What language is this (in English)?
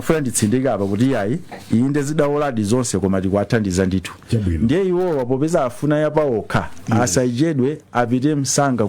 Nyanja